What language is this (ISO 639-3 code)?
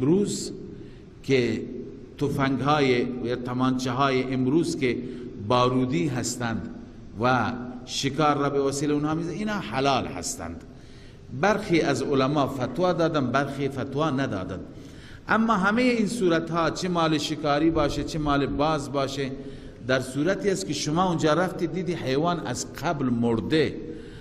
fas